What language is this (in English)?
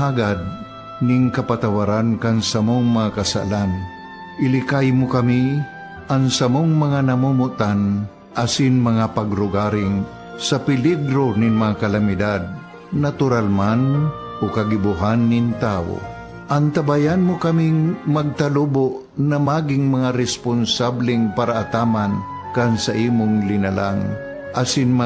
Bikol